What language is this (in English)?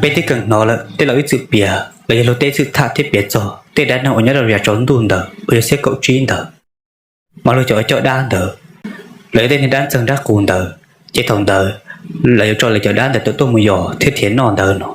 Hmong